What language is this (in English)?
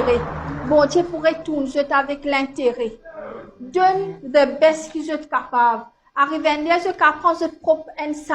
Morisyen